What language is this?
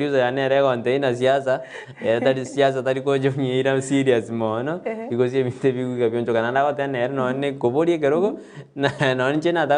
Gusii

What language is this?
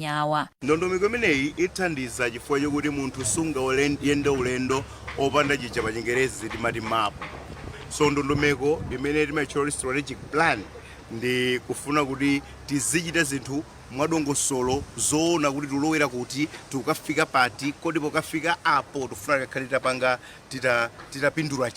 Nyanja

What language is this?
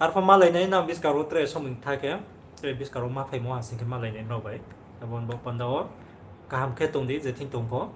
Riang (India)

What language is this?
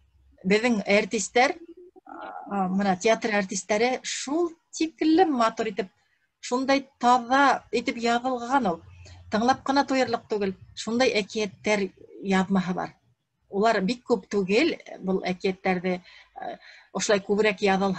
Bashkir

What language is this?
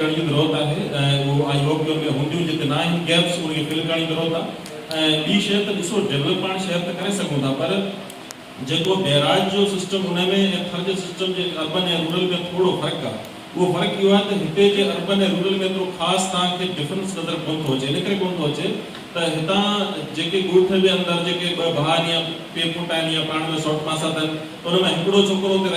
Sindhi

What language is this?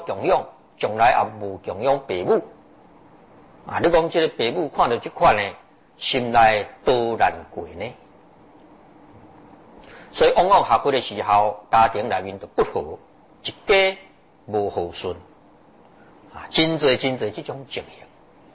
Chinese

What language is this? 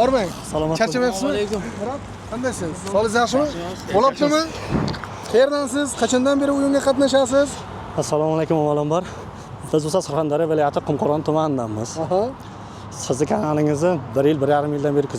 Uzbek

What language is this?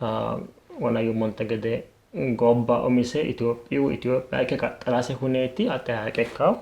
Sidamo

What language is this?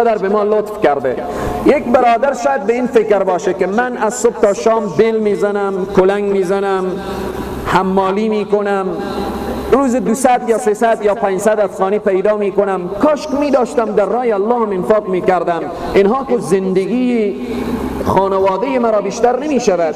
Persian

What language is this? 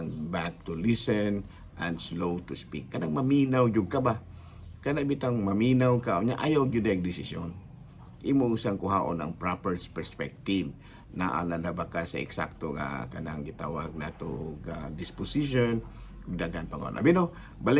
Cebuano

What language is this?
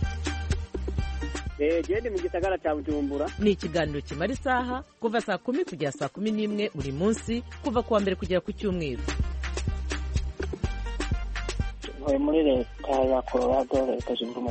Kinyarwanda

